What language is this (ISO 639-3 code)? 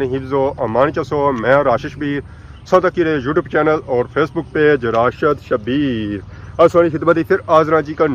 phr